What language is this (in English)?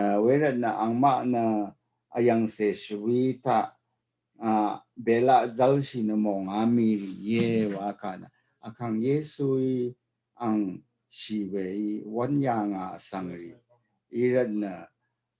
Rawang